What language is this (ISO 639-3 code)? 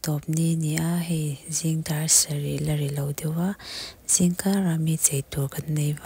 lus